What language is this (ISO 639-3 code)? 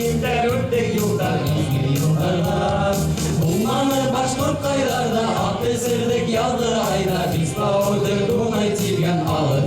bak